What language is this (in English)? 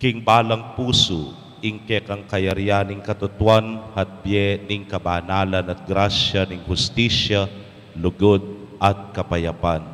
Pampanga